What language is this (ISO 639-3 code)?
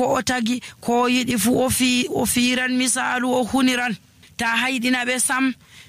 fuv